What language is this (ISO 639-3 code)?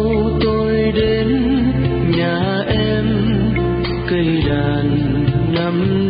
vie